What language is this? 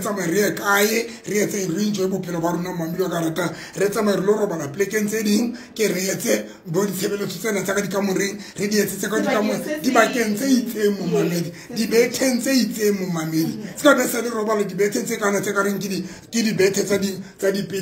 Tswana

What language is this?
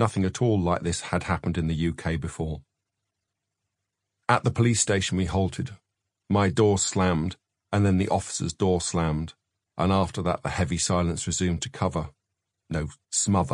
English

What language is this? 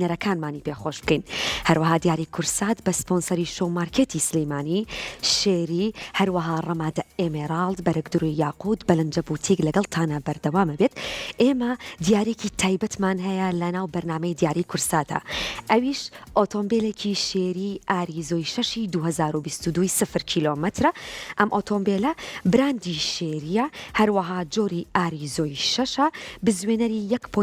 Central Kurdish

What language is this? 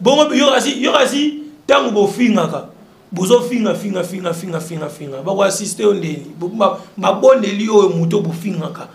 Lingala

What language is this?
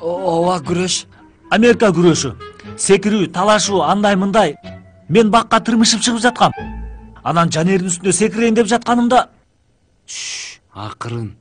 Kyrgyz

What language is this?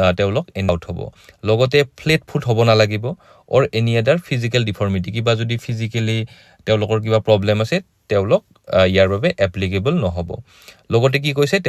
Assamese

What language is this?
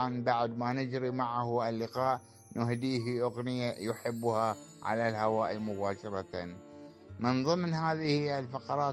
Gulf Arabic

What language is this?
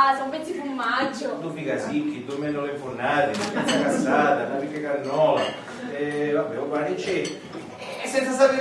Sicilian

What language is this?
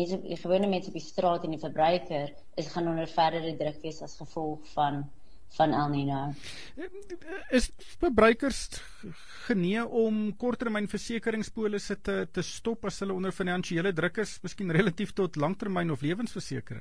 Afrikaans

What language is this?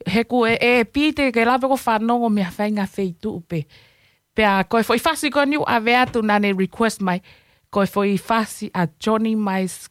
Tongan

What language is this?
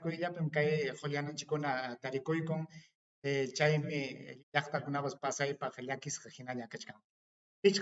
Ayacucho Quechua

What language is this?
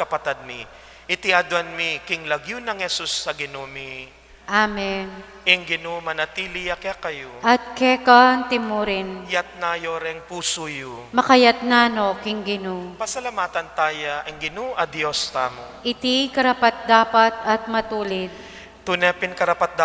Pampanga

